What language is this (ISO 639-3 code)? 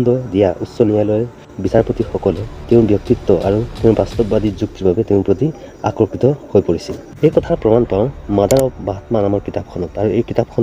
asm